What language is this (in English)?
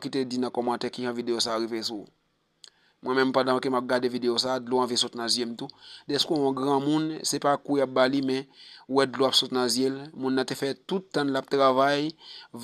Haitian Creole